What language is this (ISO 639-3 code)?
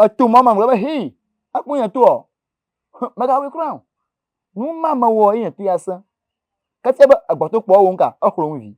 ewe